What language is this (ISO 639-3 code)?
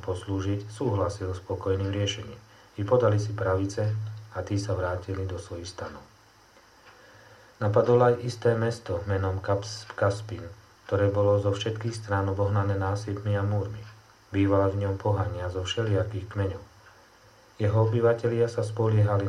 slk